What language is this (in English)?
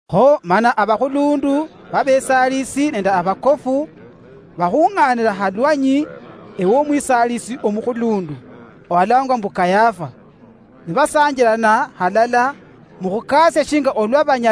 Luyia